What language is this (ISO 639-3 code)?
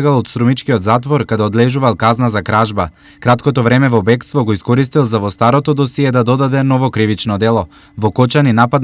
mkd